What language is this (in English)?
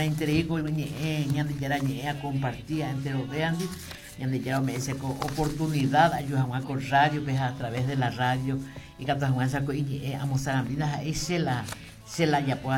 Guarani